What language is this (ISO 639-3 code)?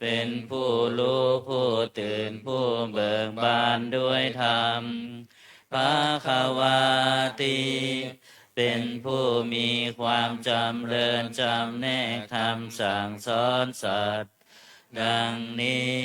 pli